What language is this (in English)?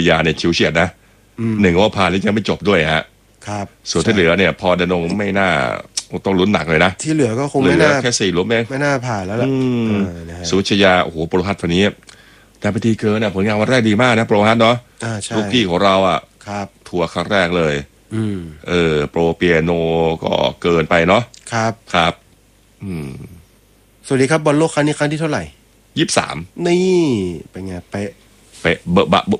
Thai